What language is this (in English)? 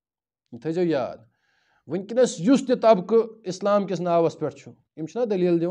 Kashmiri